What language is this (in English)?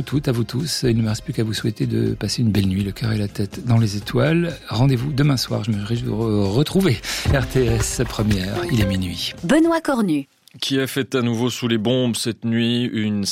French